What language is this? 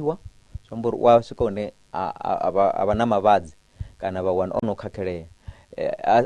Venda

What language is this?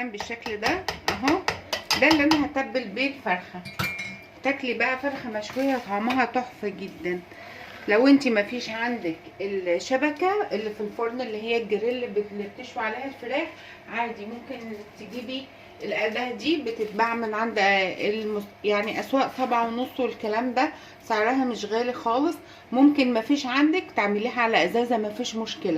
Egyptian Arabic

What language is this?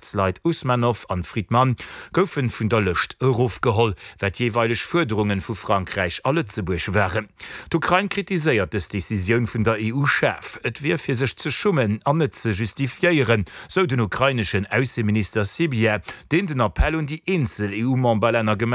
Luxembourgish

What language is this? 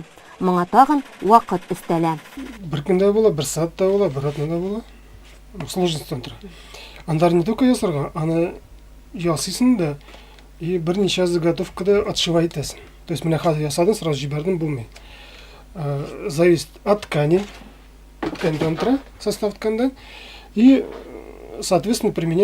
Tatar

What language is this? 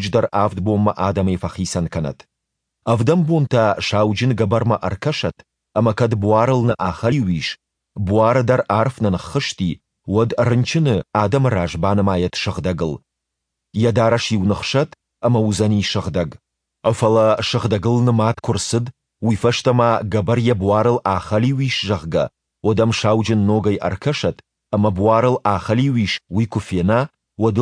Ossetic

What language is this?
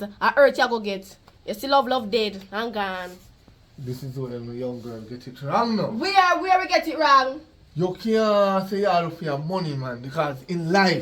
Jamaican Creole English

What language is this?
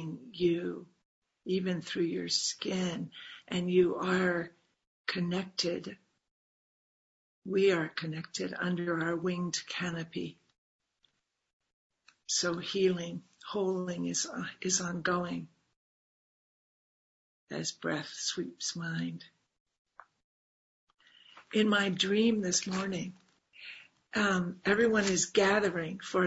English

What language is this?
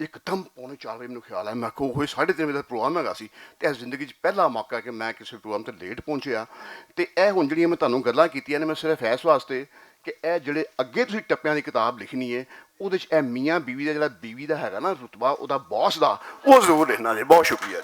Western Panjabi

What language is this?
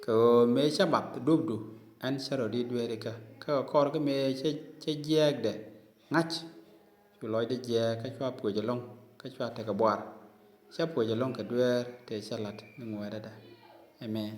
Nuer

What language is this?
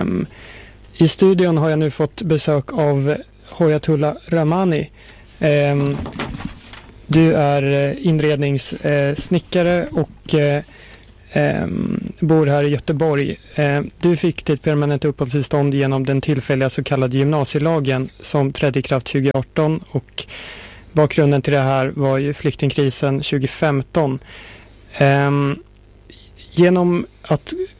Swedish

